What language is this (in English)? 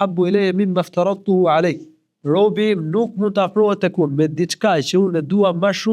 Albanian